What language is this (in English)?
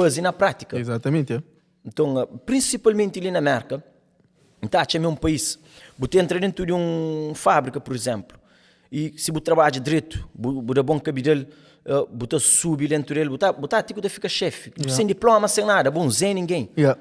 Kabuverdianu